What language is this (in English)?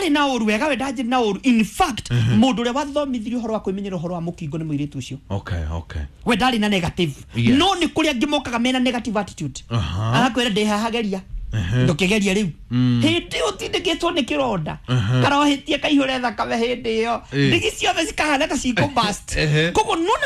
Kikuyu